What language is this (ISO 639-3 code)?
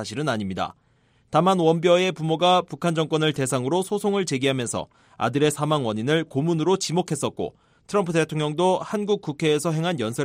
kor